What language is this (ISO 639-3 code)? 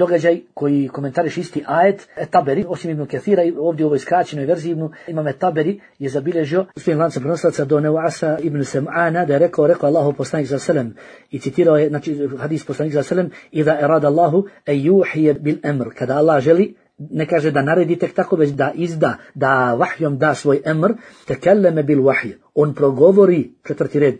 bos